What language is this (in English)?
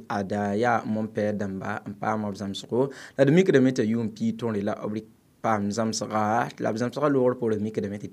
Mossi